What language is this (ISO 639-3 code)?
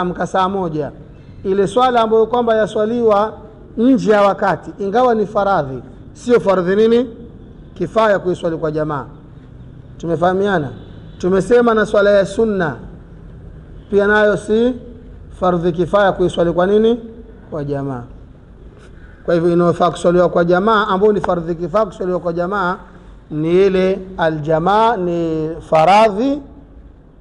swa